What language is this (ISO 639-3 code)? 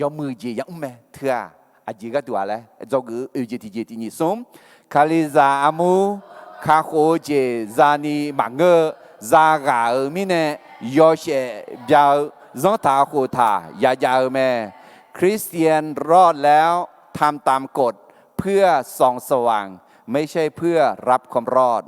ahk